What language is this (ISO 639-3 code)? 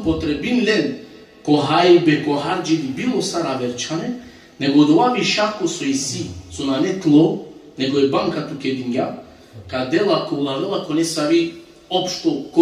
rmn